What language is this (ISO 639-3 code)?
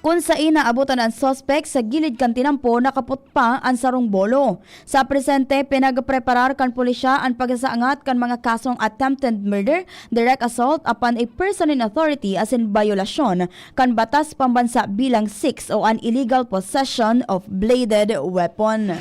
bik